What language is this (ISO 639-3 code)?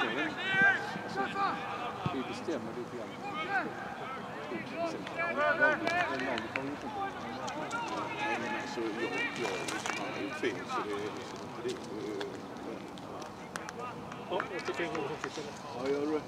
swe